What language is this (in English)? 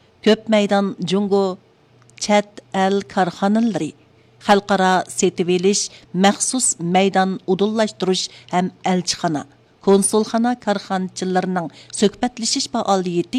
Uyghur